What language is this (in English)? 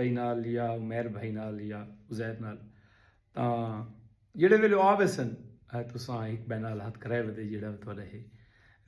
Saraiki